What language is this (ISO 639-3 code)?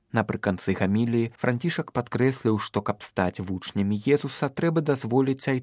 bel